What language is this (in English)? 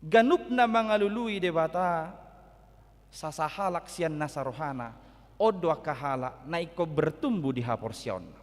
Batak Toba